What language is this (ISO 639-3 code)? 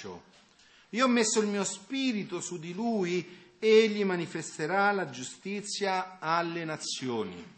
ita